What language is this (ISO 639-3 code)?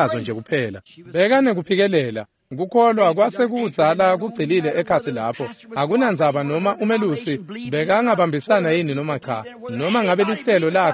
ssw